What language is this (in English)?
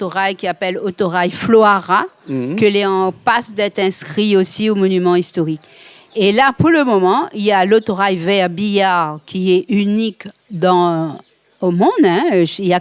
Réunion Creole French